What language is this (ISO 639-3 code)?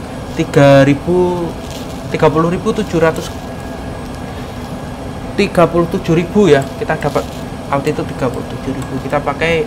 ind